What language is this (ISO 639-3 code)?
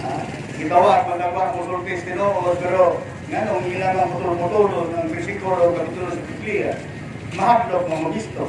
ceb